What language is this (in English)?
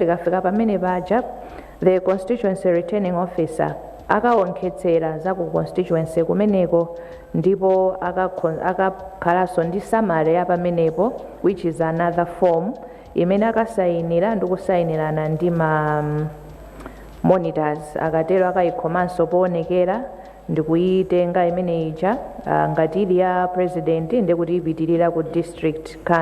Nyanja